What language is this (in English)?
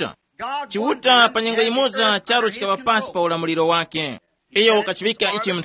Tumbuka